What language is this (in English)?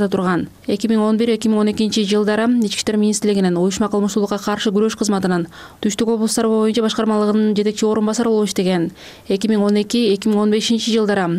Kyrgyz